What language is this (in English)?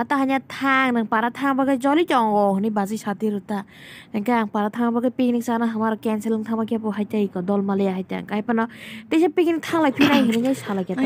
Kok Borok